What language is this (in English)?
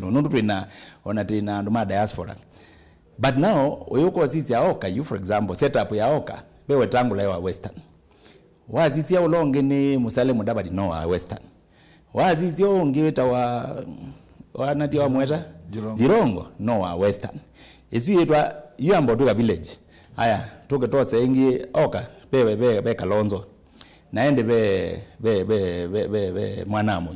Kamba